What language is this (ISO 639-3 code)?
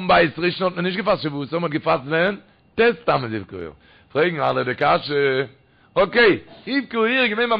yid